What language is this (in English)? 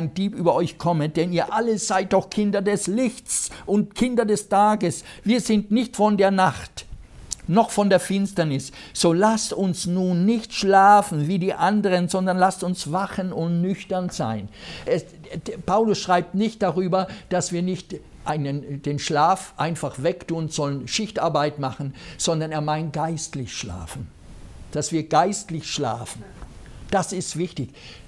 German